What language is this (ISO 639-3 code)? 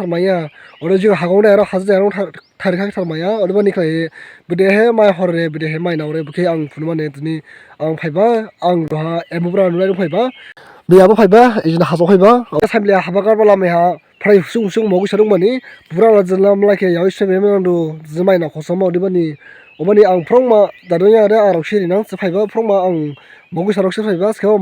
dis